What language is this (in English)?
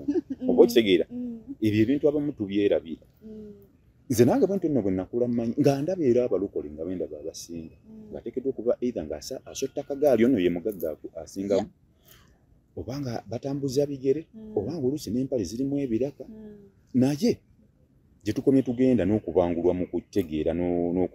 Ganda